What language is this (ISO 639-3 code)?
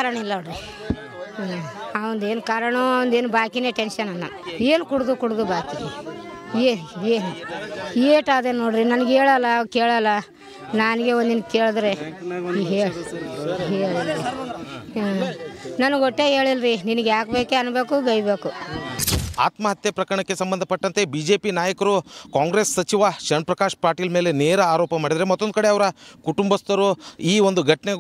kan